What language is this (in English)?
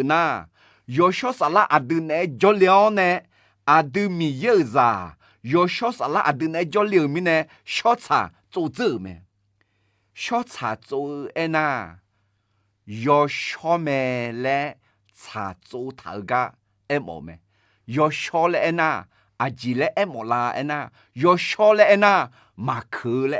Akha